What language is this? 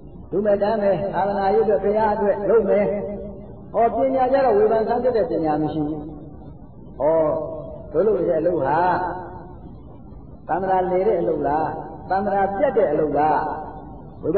Burmese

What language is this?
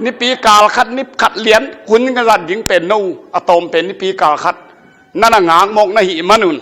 Tedim Chin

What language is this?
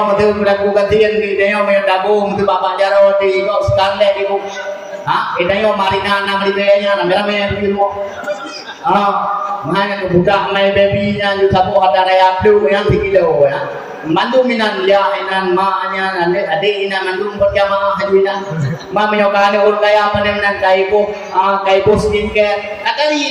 Achinese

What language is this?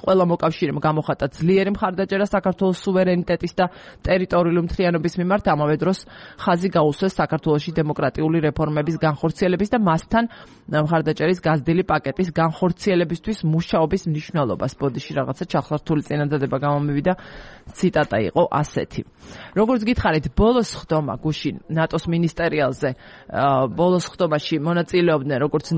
Georgian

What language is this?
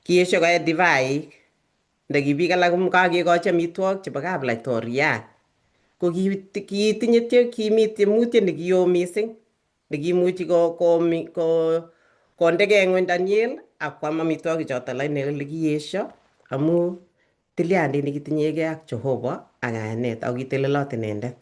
Kalenjin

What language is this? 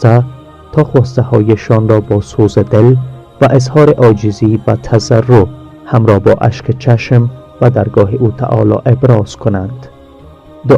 Tajik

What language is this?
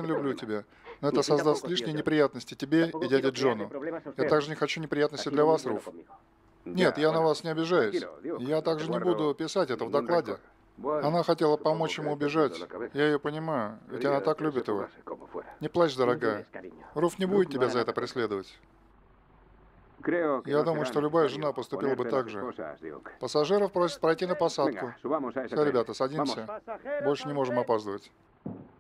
Russian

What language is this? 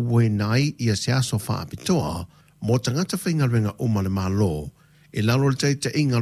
Samoan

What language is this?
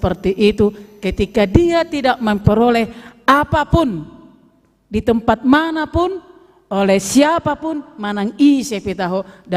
Batak Toba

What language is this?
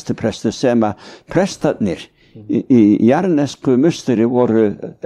Icelandic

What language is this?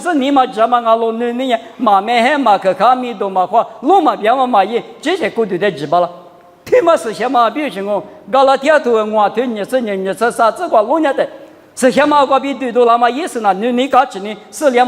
Lisu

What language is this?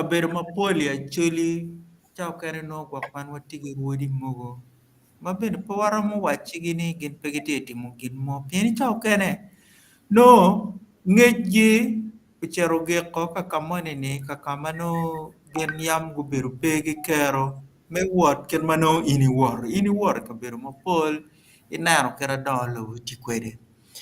Acoli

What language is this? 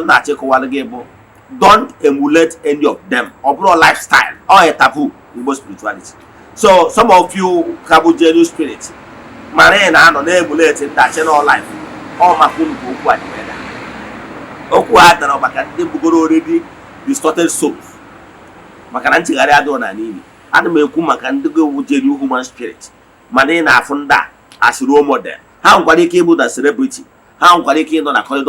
Igbo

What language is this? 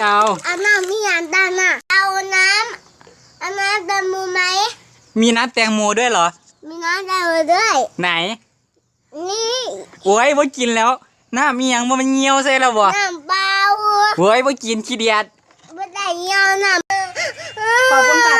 Northeastern Thai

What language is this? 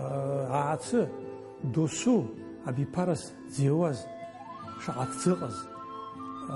Abkhazian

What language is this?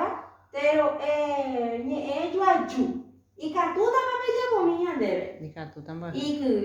Guarani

